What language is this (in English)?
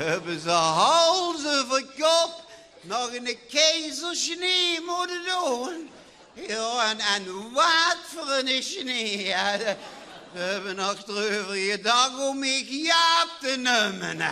Limburgish